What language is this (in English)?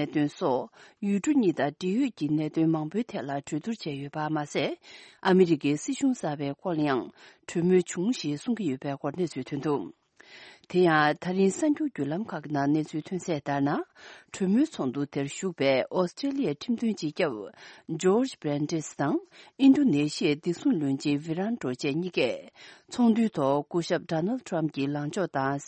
Tibetan